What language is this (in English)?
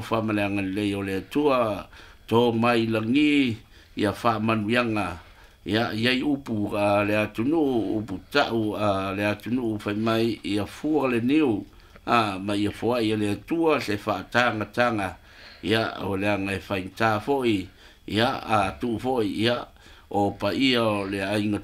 Samoan